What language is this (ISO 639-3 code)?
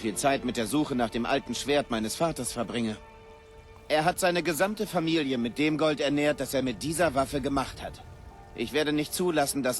bar